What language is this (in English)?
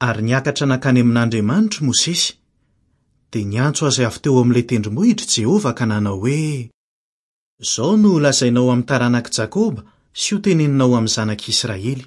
Malagasy